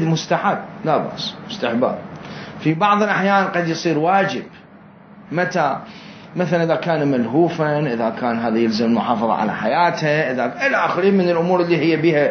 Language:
Mesopotamian Arabic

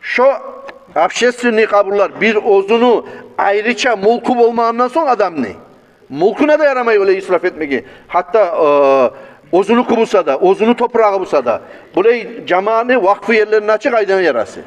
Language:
Kumyk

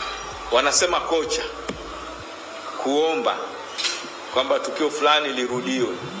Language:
Swahili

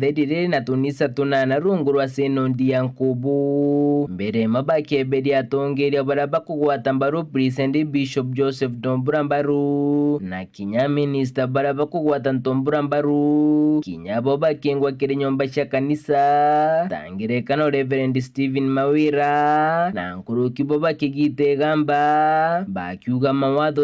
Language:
Meru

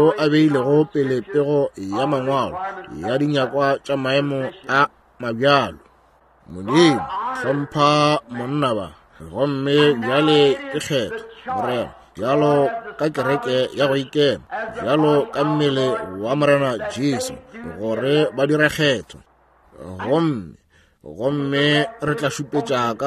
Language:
Northern Sotho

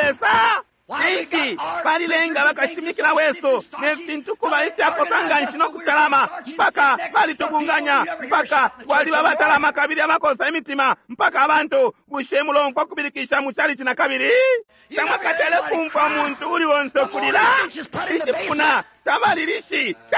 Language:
Bemba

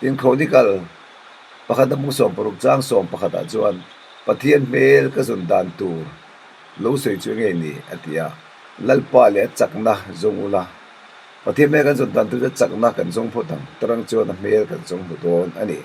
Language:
Mizo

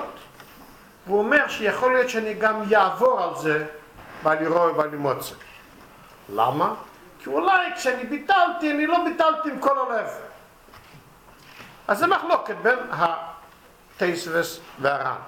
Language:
Hebrew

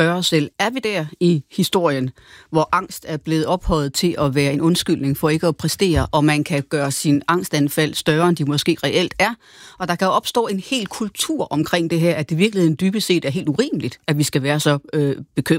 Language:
Danish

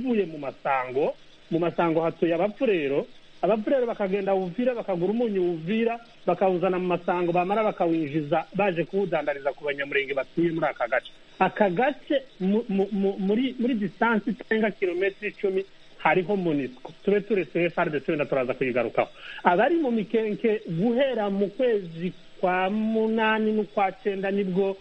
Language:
Kinyarwanda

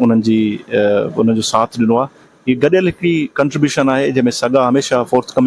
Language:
Sindhi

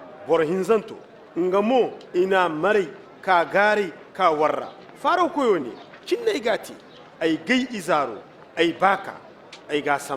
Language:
Zarma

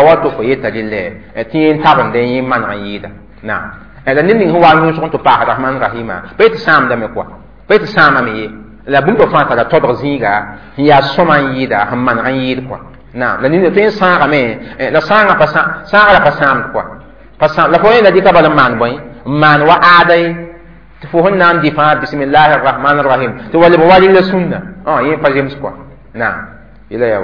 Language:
Mossi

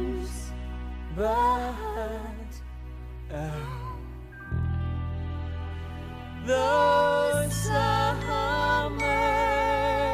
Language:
Filipino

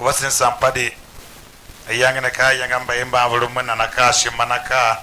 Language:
Tiv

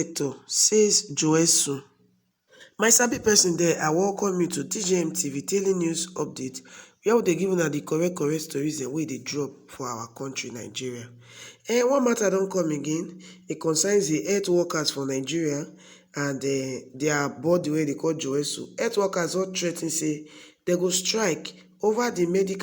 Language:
Nigerian Pidgin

